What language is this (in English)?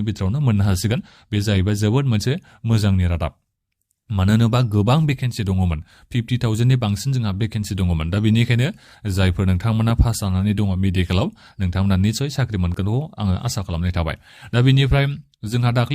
Bodo